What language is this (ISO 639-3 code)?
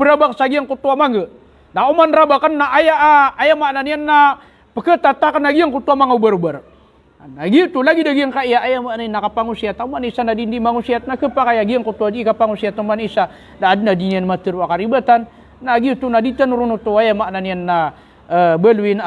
mrw